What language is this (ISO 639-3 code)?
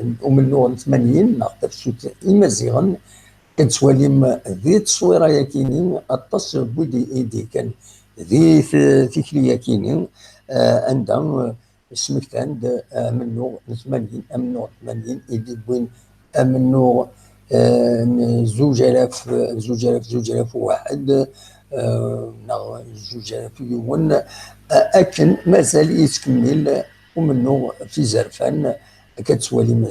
kab